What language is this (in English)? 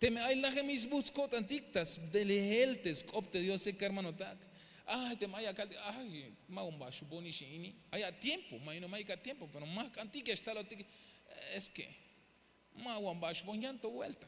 Tzeltal